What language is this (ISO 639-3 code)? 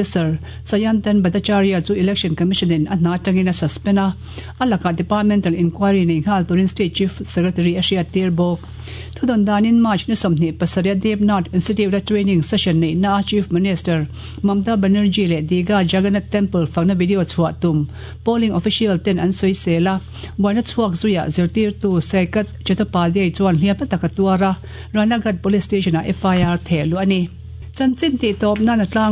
lus